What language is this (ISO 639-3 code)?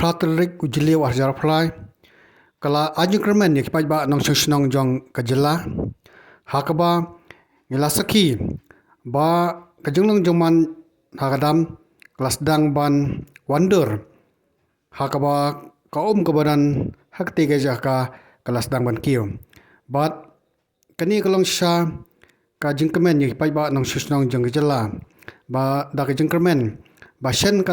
kha